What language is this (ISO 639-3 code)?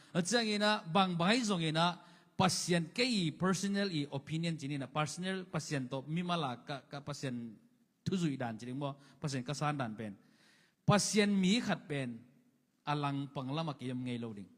ctd